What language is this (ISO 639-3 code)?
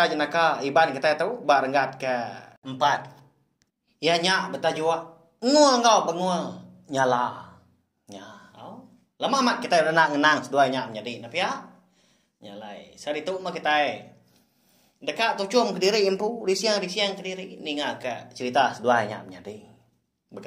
iba